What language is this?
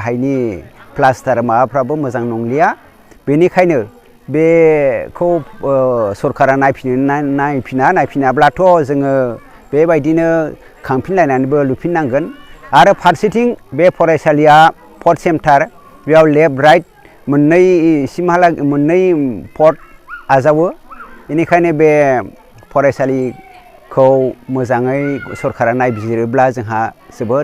Bodo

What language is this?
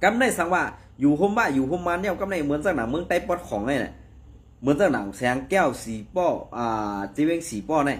Shan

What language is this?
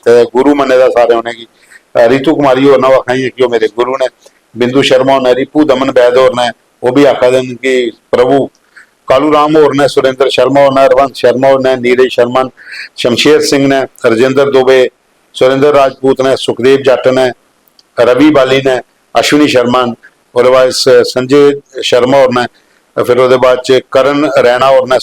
Dogri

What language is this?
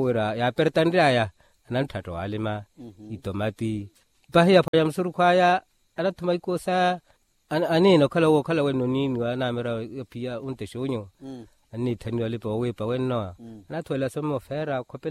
Makhuwa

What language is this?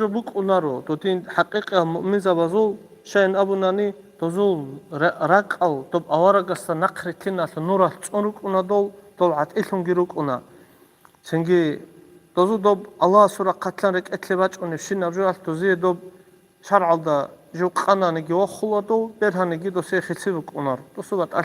Avaric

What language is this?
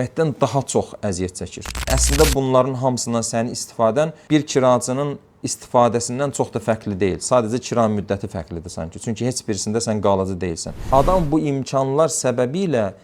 Azerbaijani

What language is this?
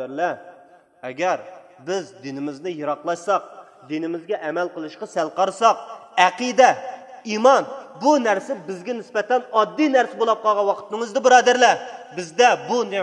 Uyghur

